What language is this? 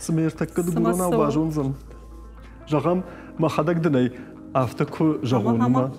Ossetic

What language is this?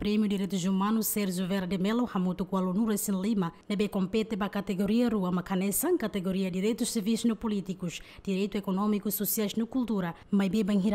Tetum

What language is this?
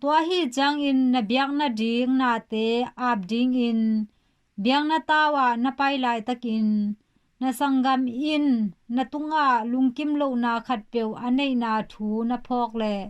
Tedim Chin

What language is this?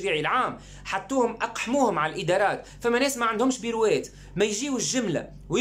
Tunisian Arabic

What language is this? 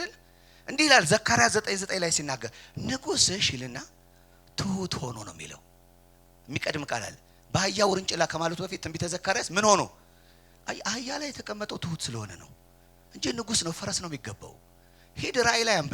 Amharic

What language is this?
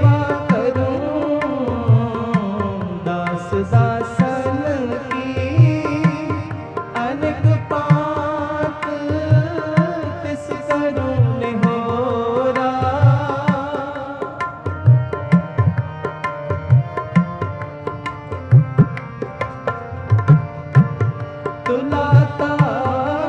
Hindi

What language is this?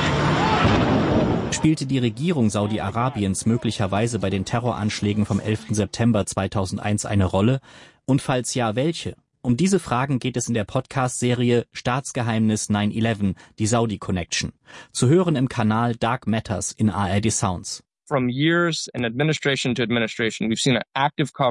German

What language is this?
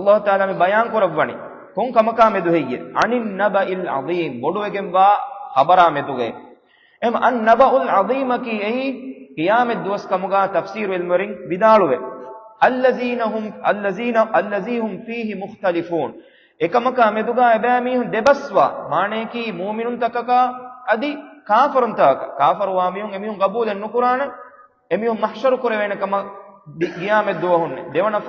Divehi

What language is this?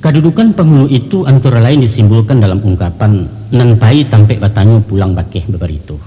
Minangkabau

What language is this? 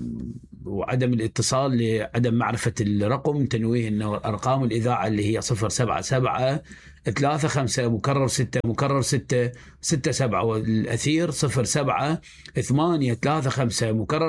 Mesopotamian Arabic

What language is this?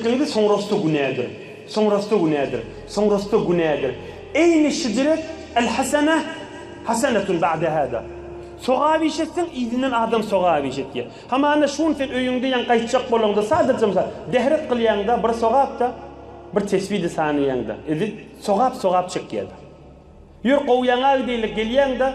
Turkmen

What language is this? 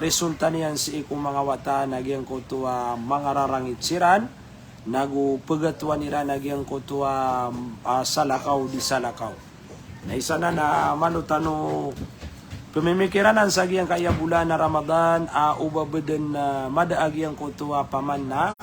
Maranao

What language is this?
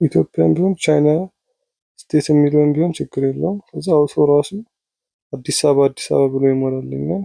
Amharic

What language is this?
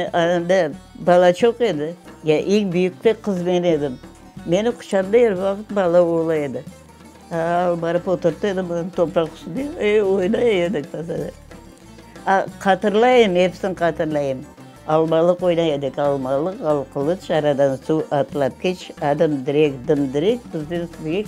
Crimean Tatar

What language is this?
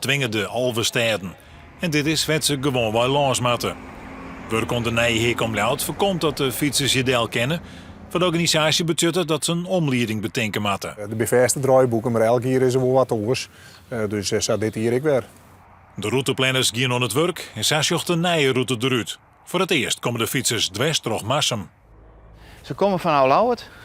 Western Frisian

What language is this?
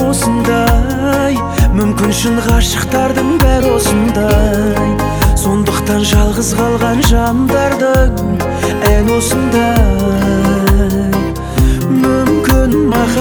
Kazakh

